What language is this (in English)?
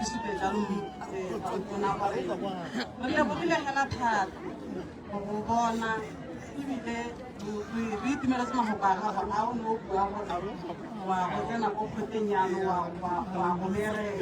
Tswana